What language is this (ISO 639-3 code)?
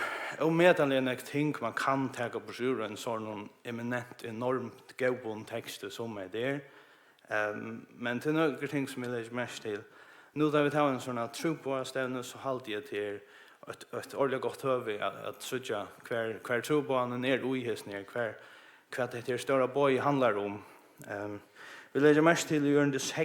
fao